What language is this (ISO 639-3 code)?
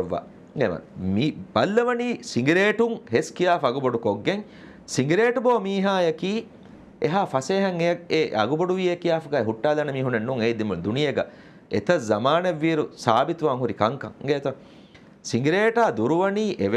div